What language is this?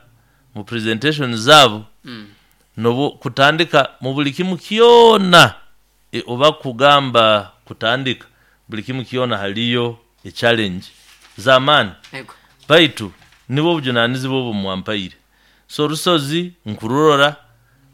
Nyoro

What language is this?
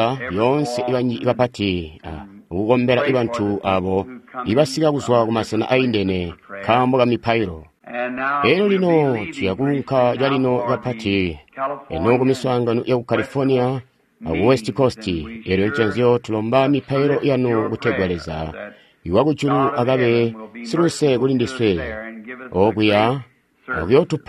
Tonga (Zambia)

